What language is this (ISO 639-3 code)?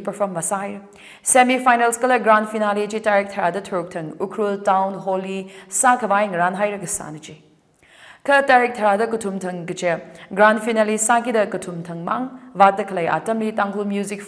nmf